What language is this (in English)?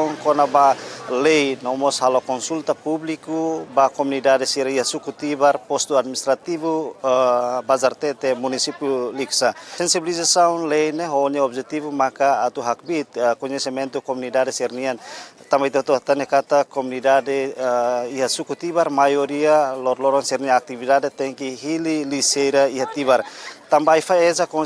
Tetum